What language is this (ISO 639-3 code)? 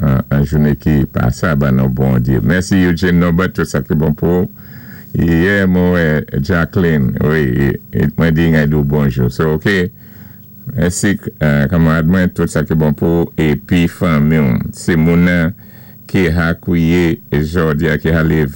acf